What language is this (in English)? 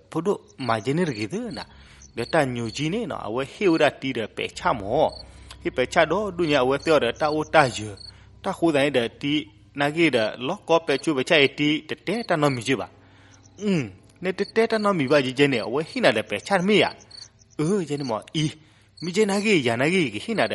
S'gaw Karen